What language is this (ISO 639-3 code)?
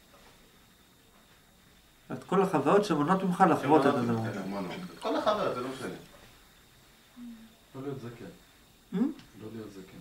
heb